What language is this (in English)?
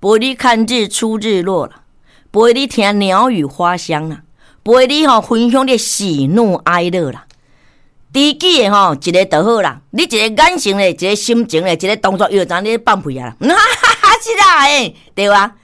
Min Nan Chinese